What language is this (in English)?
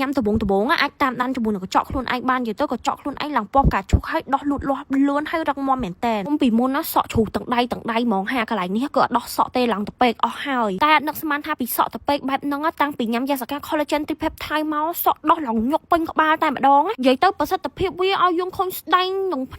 Khmer